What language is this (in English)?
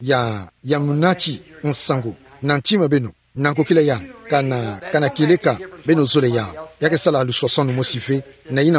Kituba (Democratic Republic of Congo)